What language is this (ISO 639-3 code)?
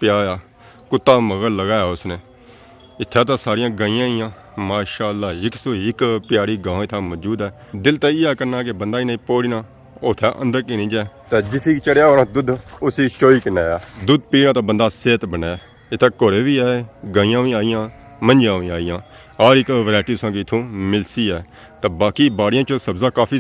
phr